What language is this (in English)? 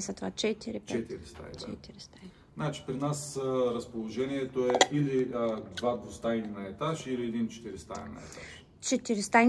Bulgarian